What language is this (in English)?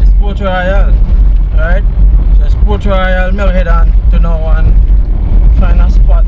Jamaican Creole English